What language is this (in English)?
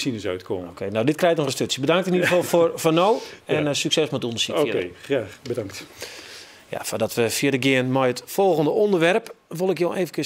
Western Frisian